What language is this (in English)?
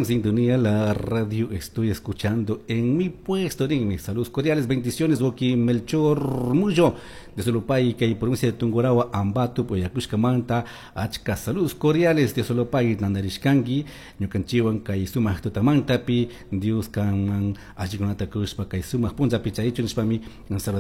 Chimborazo Highland Quichua